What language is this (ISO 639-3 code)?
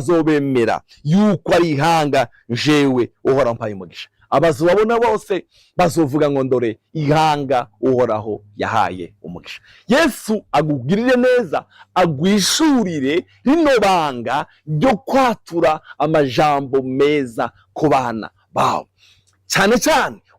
run